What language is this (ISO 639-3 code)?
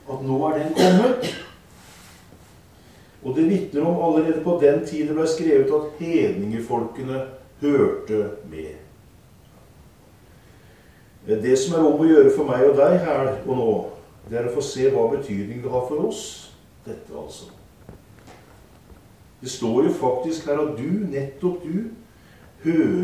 nor